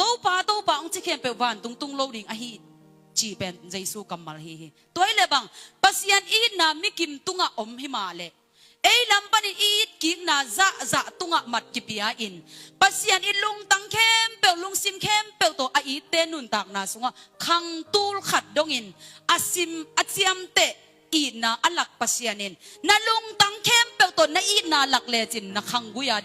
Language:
Tedim Chin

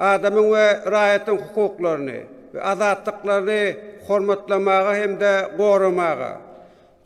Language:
Turkmen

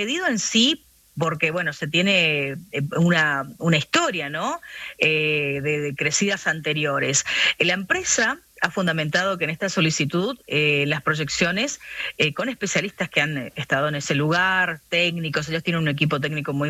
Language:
Spanish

